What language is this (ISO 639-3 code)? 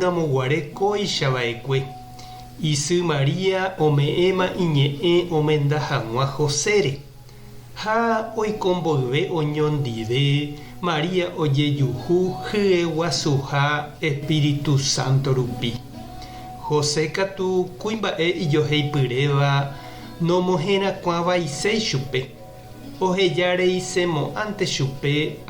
grn